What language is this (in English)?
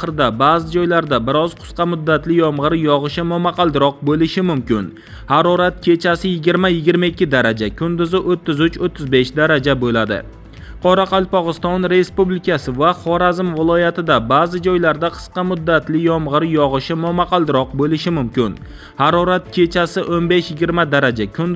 Uzbek